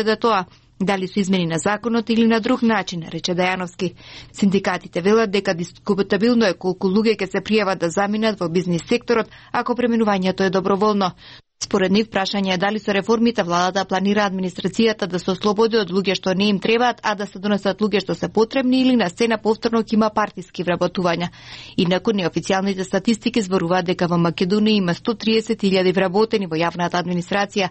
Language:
Macedonian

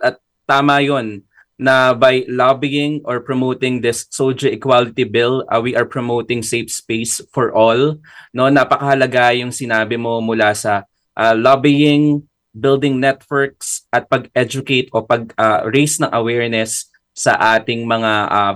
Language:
Filipino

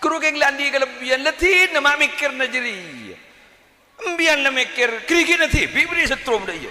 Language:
Madurese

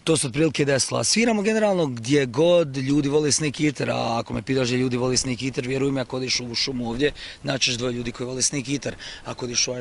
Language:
Croatian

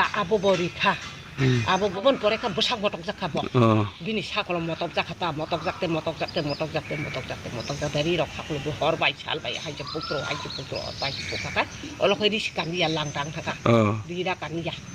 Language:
Kok Borok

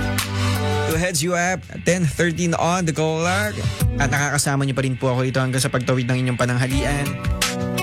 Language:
Filipino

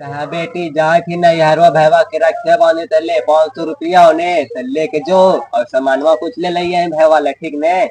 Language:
Magahi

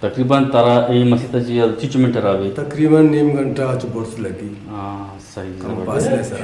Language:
Eastern Balochi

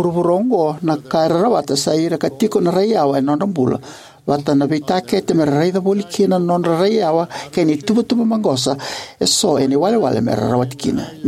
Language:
Fijian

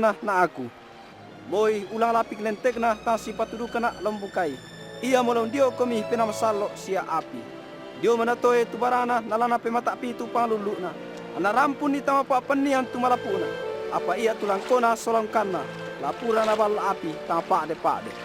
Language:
Toraja-Sa'dan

